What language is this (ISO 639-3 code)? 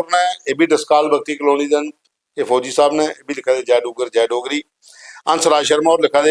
doi